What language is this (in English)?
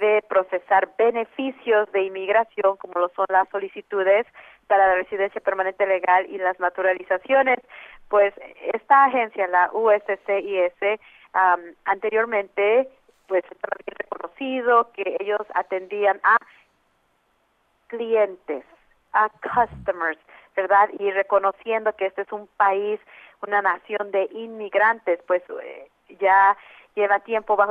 Spanish